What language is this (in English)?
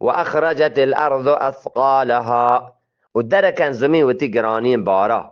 Eastern Balochi